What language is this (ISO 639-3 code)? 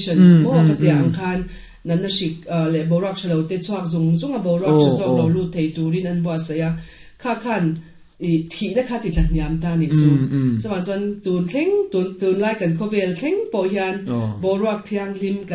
lus